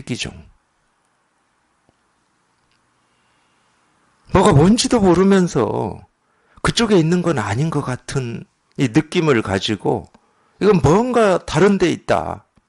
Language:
Korean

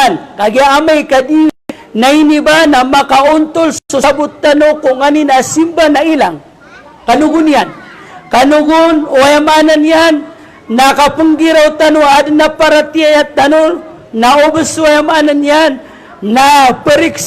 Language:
Maranao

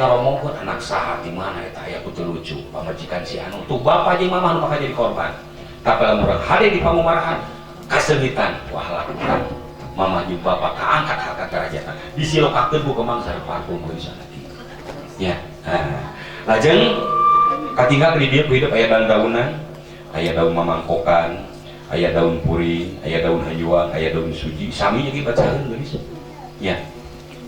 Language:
Sundanese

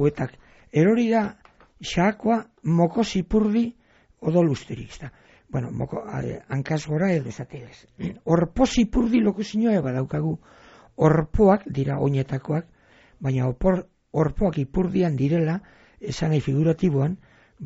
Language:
Basque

